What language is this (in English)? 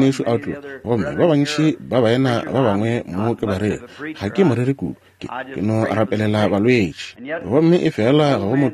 Northern Sotho